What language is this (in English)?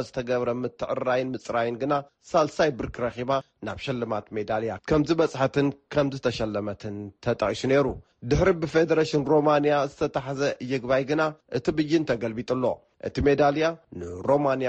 Tigrinya